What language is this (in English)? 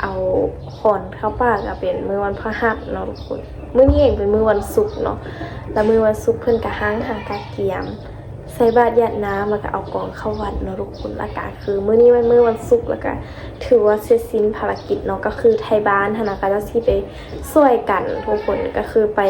Lao